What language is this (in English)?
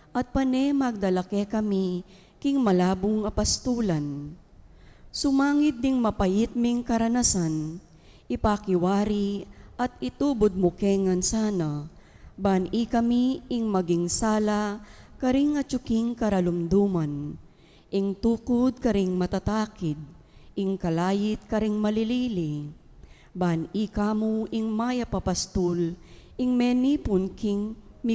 Pampanga